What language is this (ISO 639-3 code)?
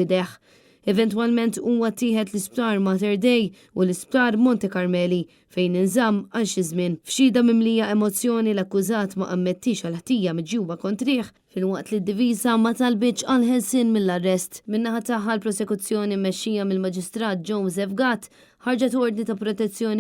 mlt